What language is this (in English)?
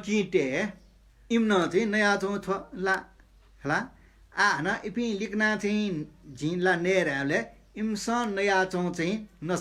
Newari